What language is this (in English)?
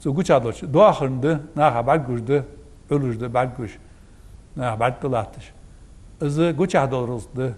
Ingush